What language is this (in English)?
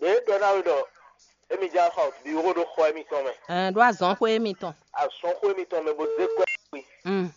Fon